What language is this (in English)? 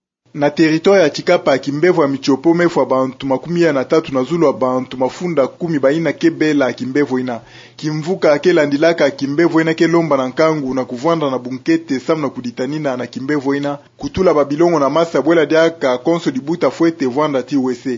Kituba (Democratic Republic of Congo)